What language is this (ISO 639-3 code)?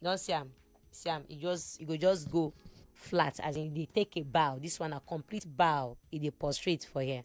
pcm